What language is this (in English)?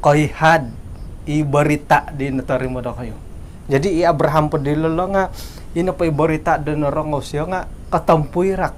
Central Dusun